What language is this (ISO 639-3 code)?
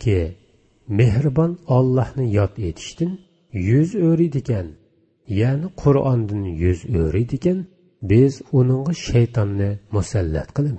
uig